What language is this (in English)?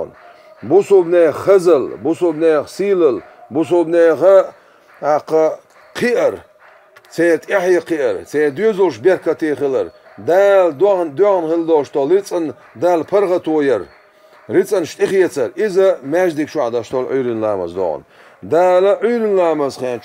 Chechen